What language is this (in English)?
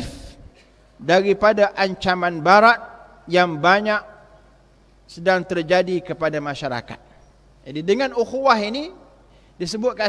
Malay